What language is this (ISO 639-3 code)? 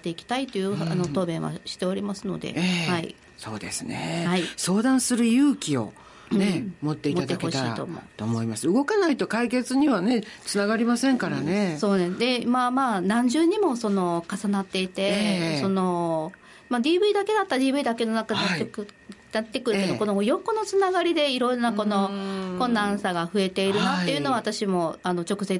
jpn